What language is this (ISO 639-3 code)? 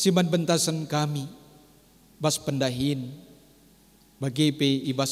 btx